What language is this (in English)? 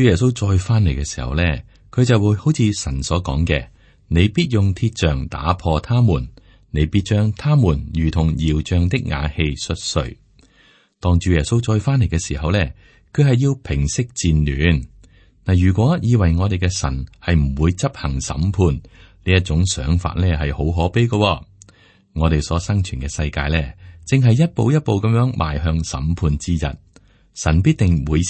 Cantonese